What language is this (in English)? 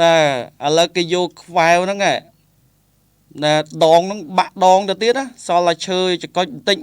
Khmer